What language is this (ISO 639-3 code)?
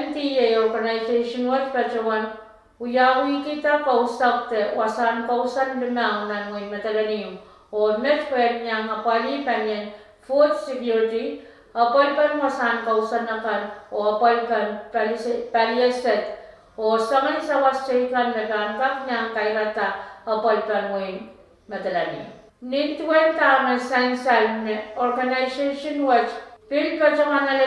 pon